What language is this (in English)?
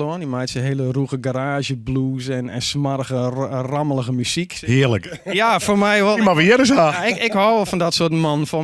Western Frisian